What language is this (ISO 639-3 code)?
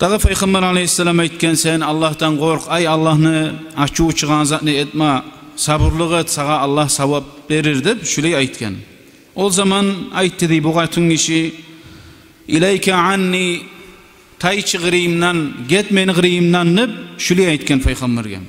kum